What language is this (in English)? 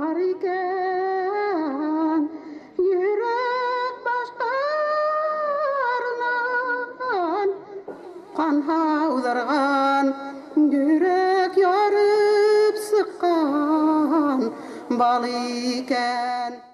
Bashkir